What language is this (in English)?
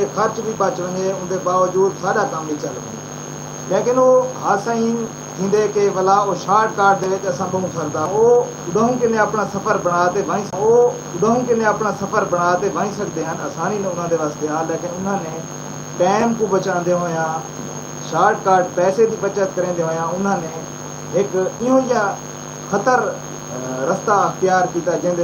Saraiki